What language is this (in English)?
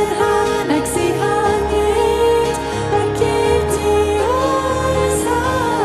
Plautdietsch